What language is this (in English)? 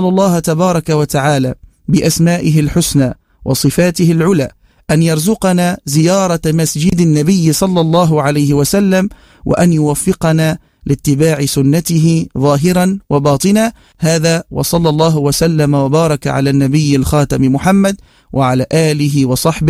Tunisian Arabic